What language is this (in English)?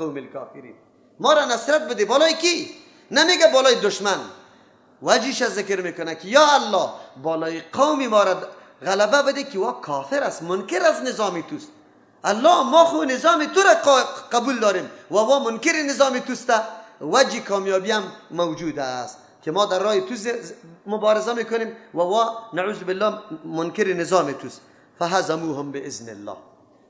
Persian